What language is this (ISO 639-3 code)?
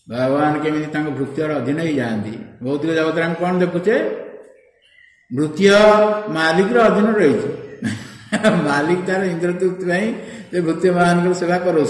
ori